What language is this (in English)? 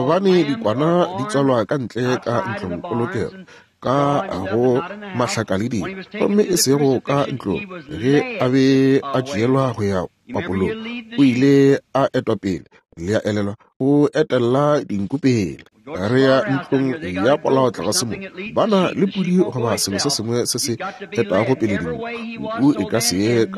Northern Sotho